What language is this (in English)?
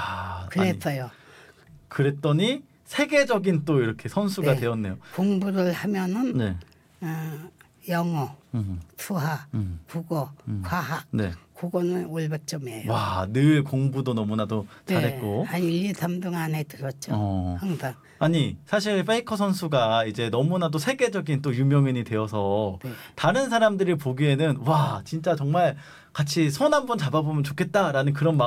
Korean